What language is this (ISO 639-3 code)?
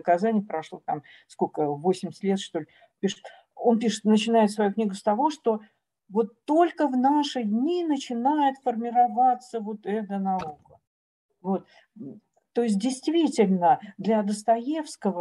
rus